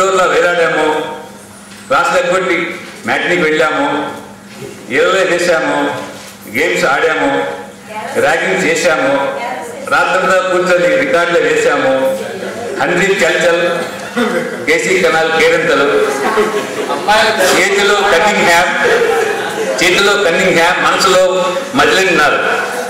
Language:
Telugu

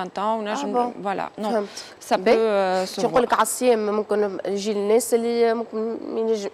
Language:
Tunisian Arabic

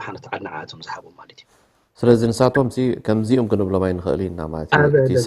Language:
Tigrinya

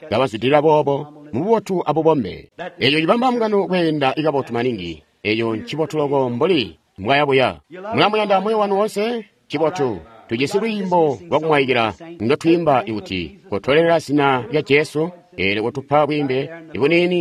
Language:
Tonga (Zambia)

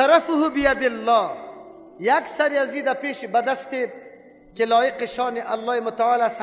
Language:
Persian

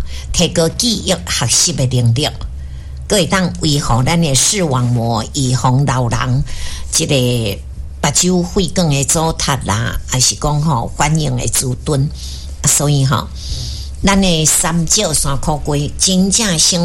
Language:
Min Nan Chinese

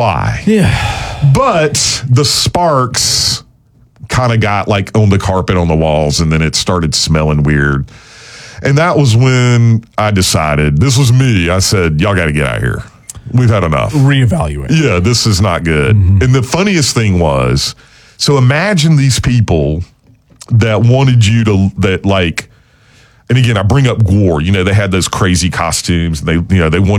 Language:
English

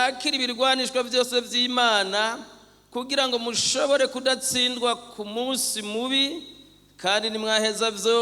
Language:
Rundi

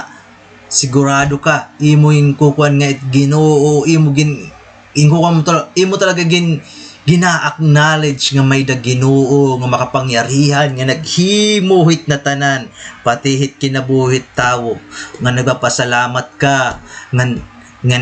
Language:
Waray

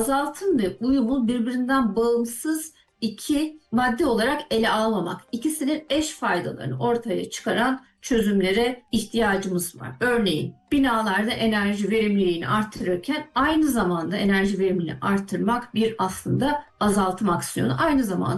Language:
Turkish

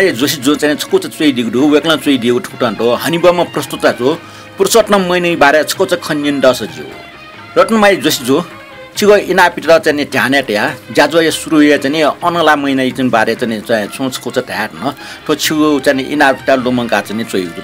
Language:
Newari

